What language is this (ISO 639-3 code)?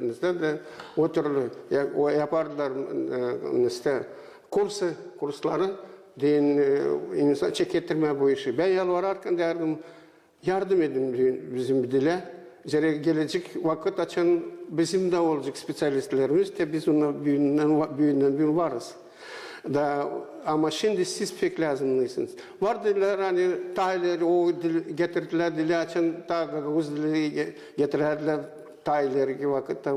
gag